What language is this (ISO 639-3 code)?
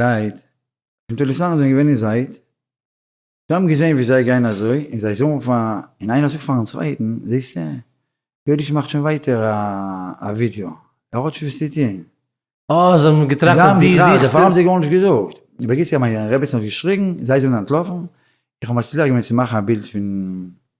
yid